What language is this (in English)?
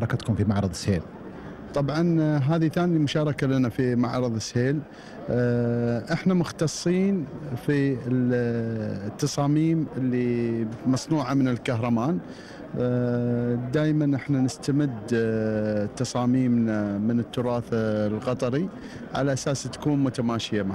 Gulf Arabic